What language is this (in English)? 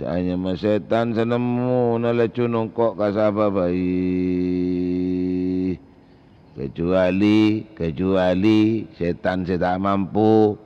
Madurese